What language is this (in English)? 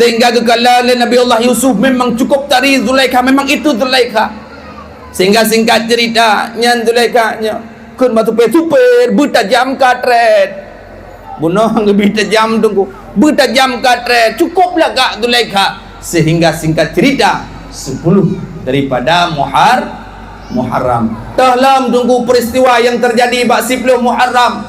Achinese